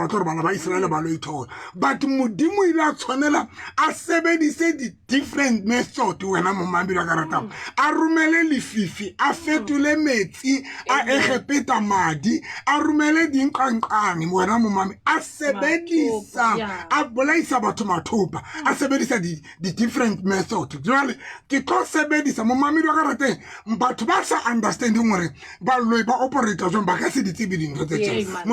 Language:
Southern Sotho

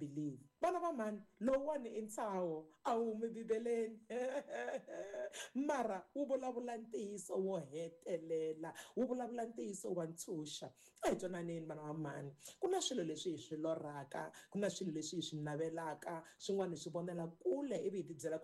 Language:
Tsonga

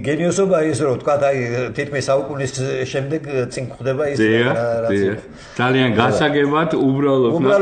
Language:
Georgian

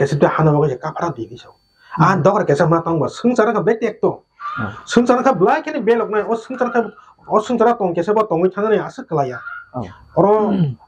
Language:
Kok Borok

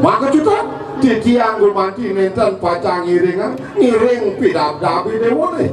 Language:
Balinese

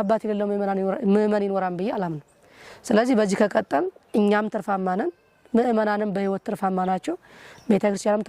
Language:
Amharic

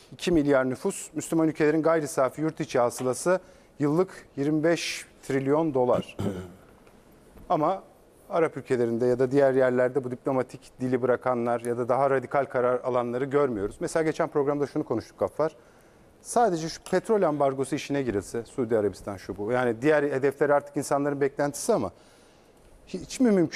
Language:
Turkish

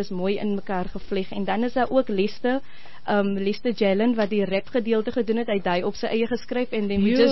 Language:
Afrikaans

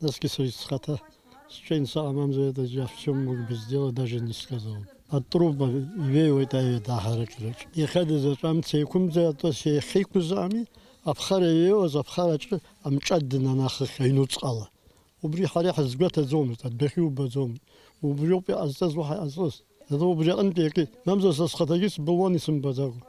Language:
Abkhazian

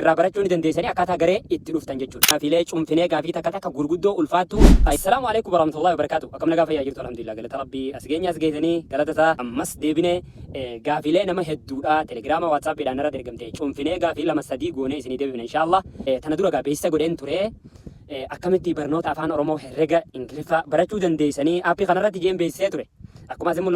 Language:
Oromo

